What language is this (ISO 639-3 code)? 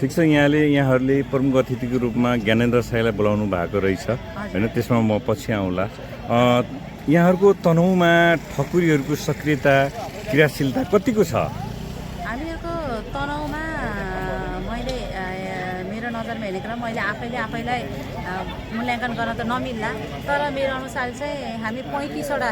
nep